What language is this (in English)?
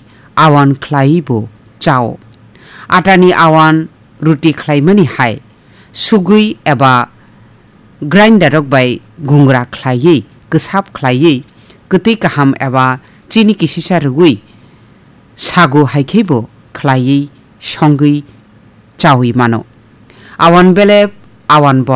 Kok Borok